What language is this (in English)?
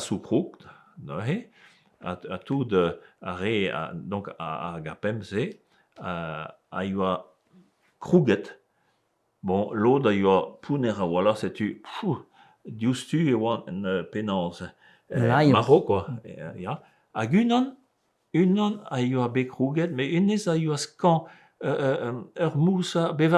Breton